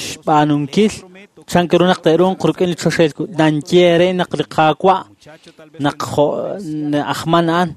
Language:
Kekchí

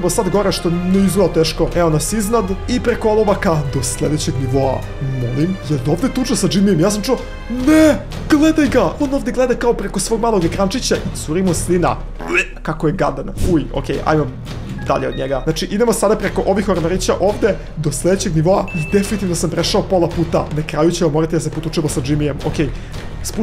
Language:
Croatian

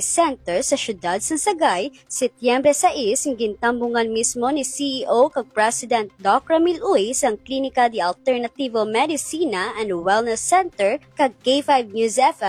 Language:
Hiligaynon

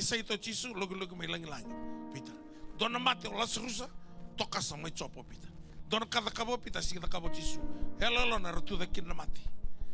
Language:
Fijian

